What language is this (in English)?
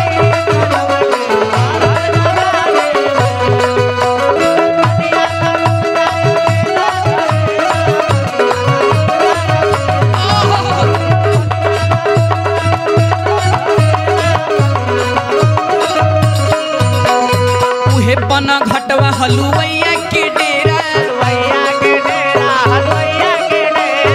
Bhojpuri